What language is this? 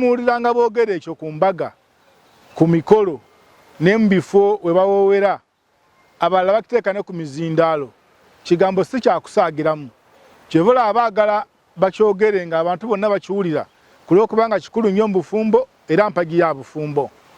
Ganda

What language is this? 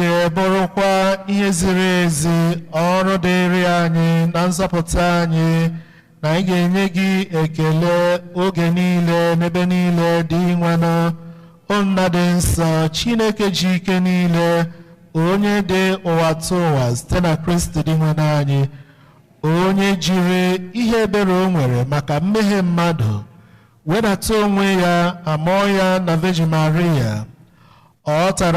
Igbo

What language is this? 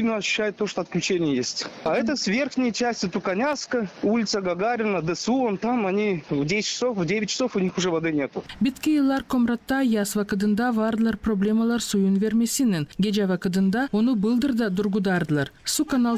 Gagauz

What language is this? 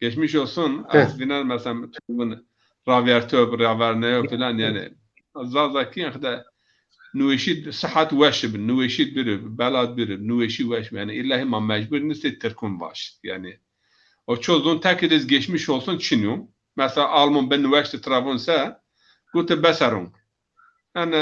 Zaza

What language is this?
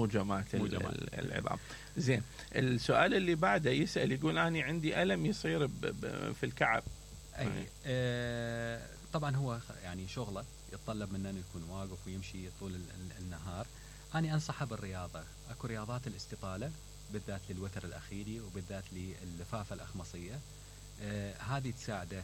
Mesopotamian Arabic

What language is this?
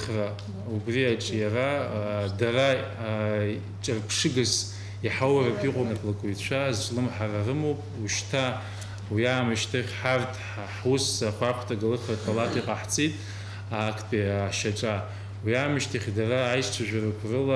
Abkhazian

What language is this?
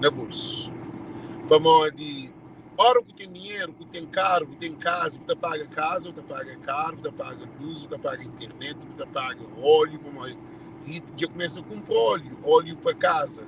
Kabuverdianu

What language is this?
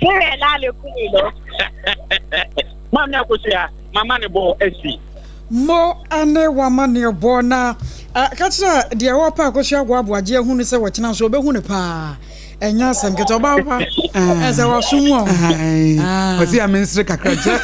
Akan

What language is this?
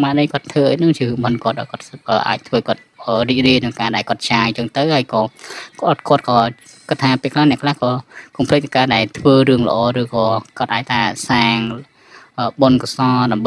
Khmer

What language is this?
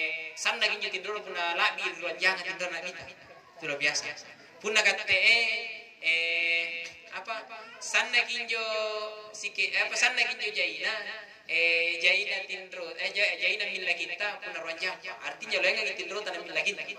Makasar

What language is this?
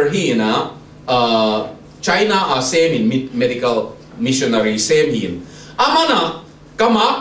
Tedim Chin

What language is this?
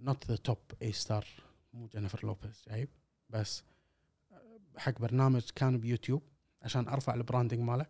Gulf Arabic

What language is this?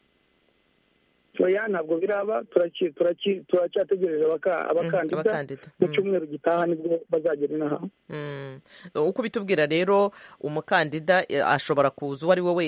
Kinyarwanda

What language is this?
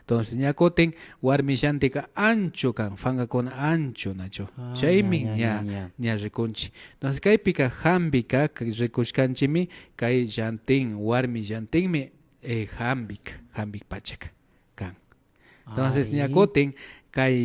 Imbabura Highland Quichua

